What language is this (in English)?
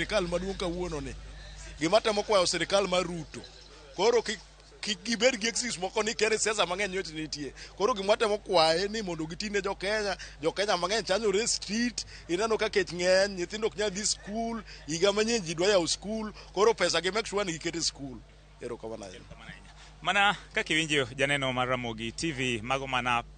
Luo (Kenya and Tanzania)